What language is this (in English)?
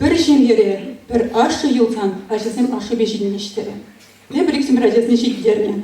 Chuvash